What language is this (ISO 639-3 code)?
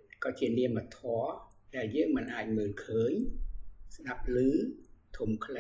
khm